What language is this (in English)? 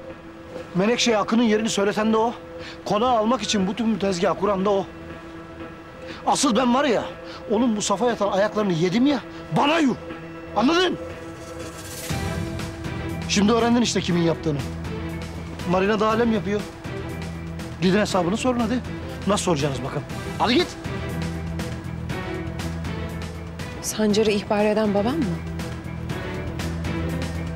Turkish